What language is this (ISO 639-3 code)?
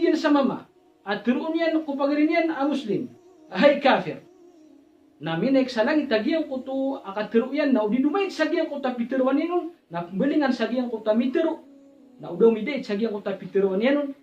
mrw